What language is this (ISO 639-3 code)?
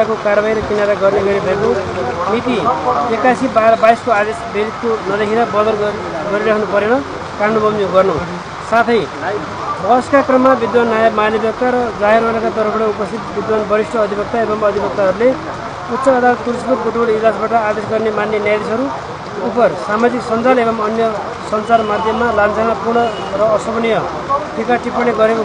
nep